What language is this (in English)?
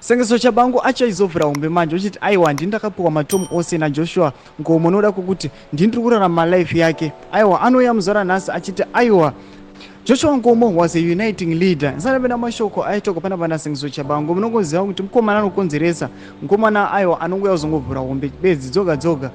Shona